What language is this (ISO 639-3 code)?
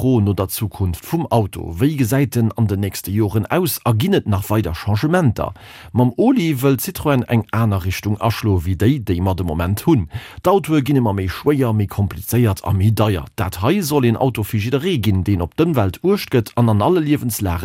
ltz